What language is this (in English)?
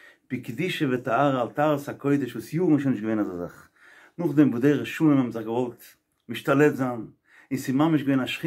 Yiddish